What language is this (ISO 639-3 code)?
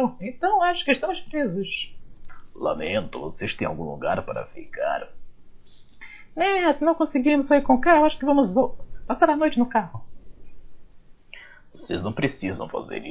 por